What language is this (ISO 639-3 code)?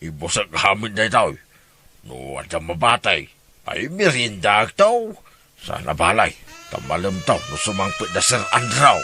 ilo